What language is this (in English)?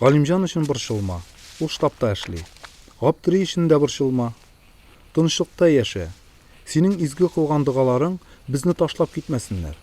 Tatar